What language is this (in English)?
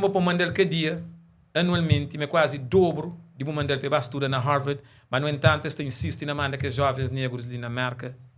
Kabuverdianu